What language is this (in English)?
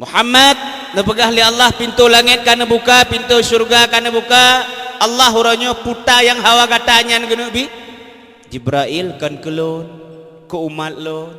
Achinese